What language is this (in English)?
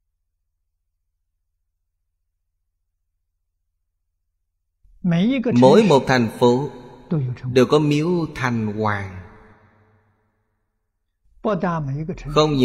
Vietnamese